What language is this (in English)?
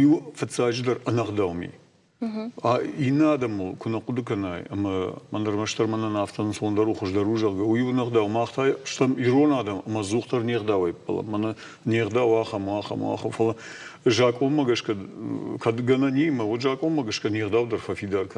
Ossetic